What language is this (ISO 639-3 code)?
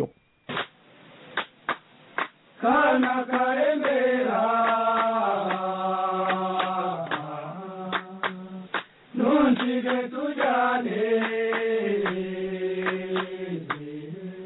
kin